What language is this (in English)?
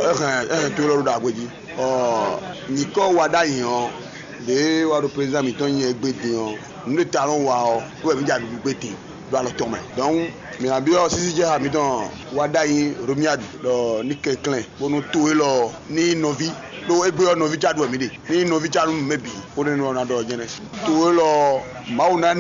Fon